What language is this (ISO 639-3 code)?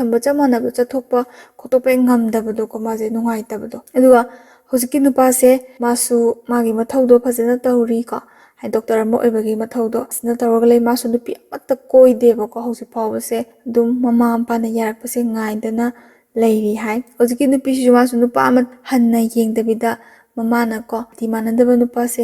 mni